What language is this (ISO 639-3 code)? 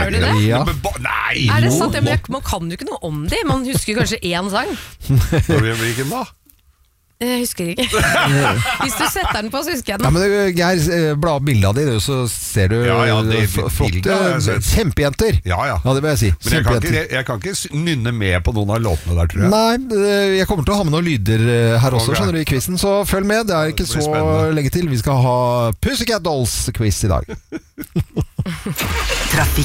nor